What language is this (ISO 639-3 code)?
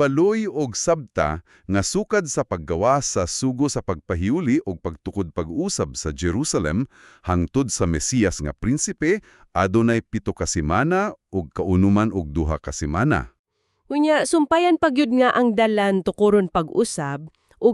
ceb